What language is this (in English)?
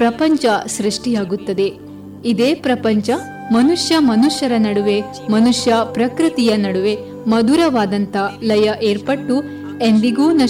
Kannada